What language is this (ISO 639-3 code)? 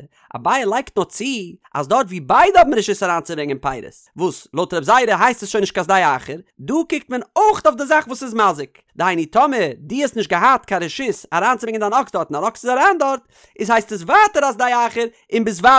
yid